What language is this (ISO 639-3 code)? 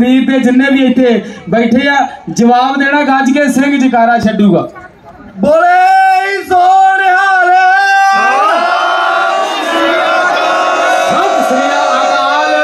pan